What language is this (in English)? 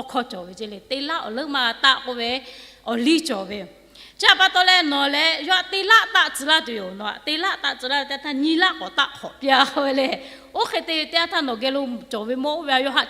Lahu